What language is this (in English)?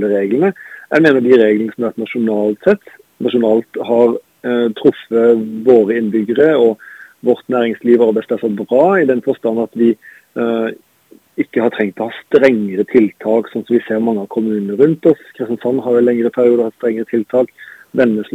Norwegian